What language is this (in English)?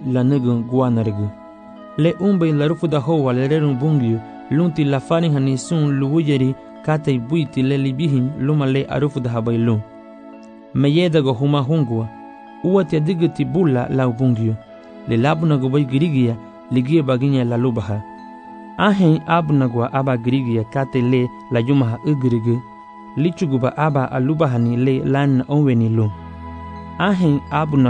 Garifuna